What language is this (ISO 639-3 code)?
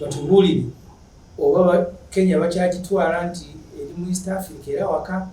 lug